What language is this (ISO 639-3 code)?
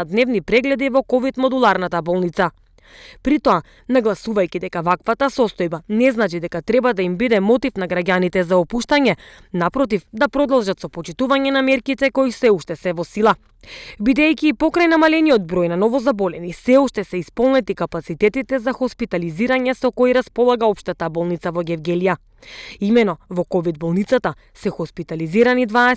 mkd